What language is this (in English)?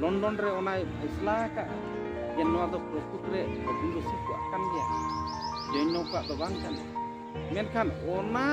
Santali